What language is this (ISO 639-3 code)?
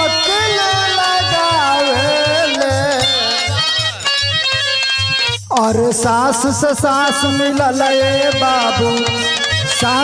bho